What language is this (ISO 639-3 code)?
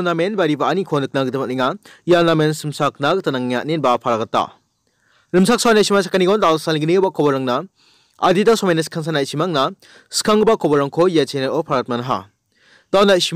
grt